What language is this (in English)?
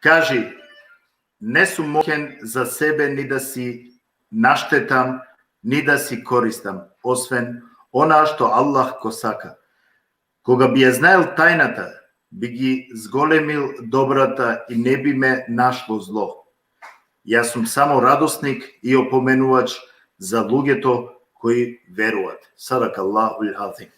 Balkan Romani